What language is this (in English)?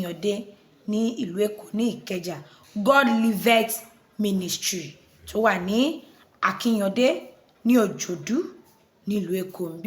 Yoruba